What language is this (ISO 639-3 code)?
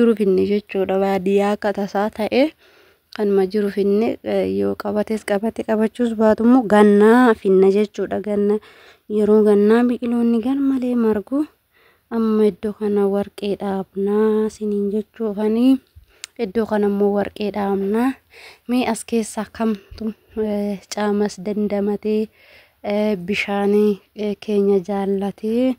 orm